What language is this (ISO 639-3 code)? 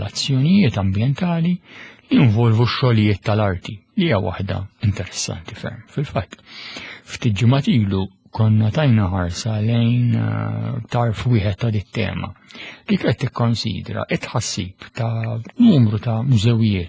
mlt